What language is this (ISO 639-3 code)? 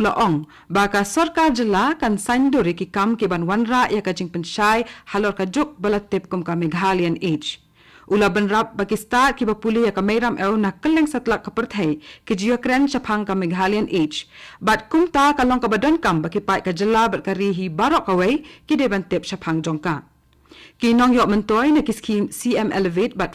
kha